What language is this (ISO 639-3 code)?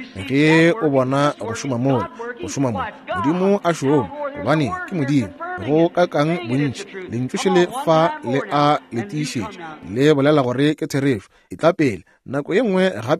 nso